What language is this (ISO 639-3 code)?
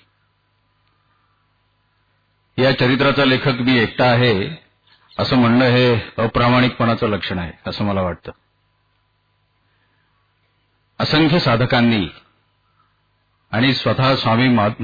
mar